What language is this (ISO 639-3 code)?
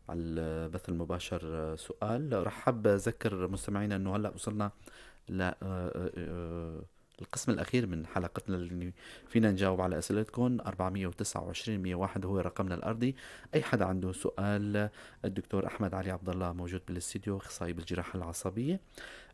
apc